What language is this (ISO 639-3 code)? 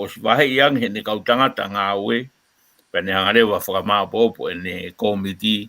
ton